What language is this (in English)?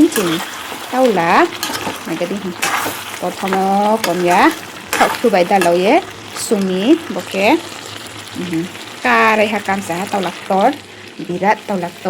Riang (India)